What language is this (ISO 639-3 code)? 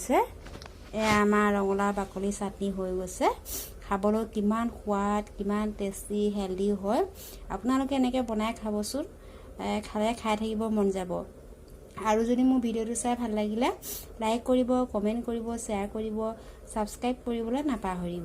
asm